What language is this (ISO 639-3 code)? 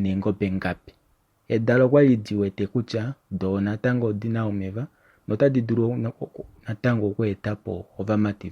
kua